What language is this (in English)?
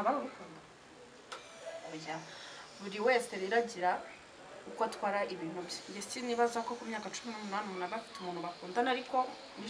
Kinyarwanda